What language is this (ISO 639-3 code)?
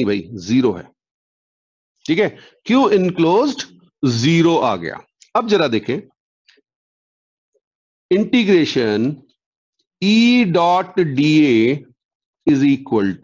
hin